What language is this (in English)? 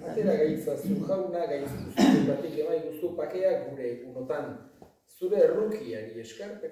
Basque